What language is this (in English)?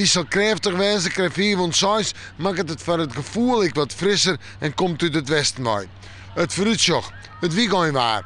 Western Frisian